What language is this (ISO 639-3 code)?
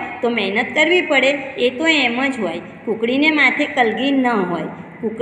guj